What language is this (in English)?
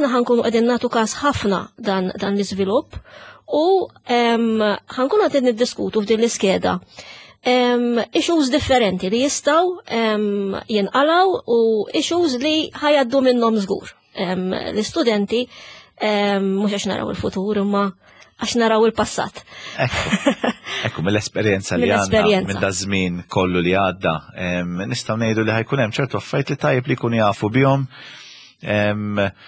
Maltese